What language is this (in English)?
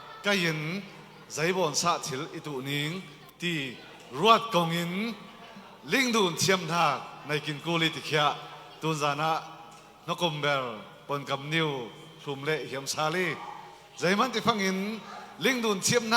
Falam Chin